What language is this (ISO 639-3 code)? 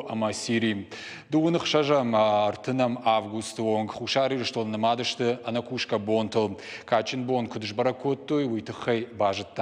oss